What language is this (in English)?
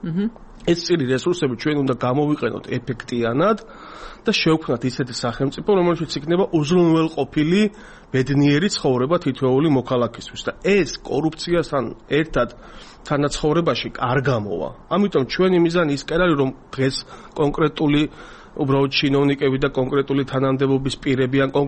Georgian